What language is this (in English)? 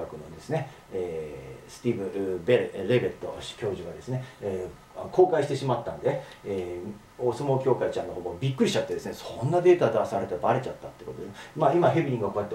Japanese